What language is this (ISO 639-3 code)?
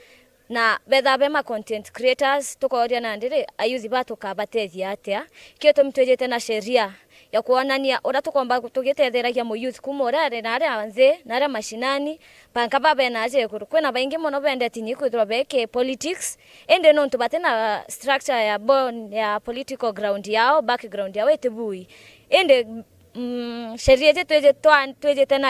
mer